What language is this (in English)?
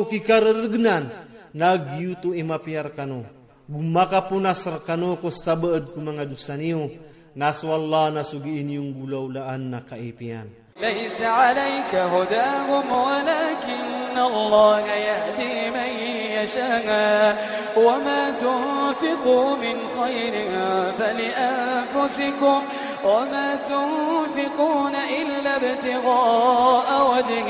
Iranun (Philippines)